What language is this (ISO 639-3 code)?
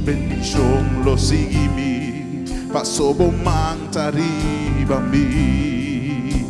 pap